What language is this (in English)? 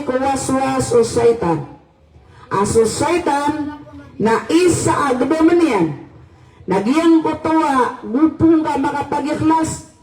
Maranao